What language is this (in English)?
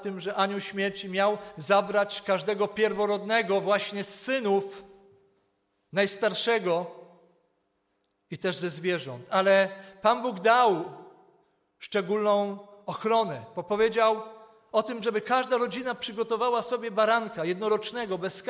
Polish